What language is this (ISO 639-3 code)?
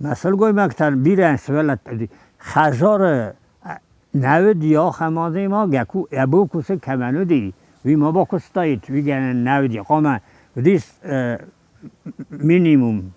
oss